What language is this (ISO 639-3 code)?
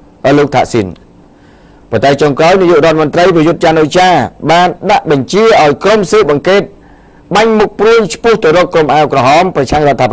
khm